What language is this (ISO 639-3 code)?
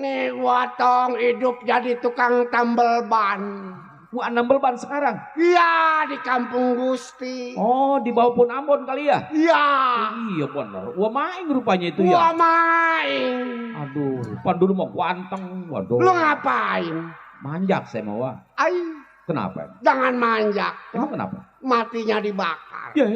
bew